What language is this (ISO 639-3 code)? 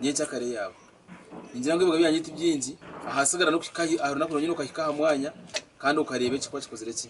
nyn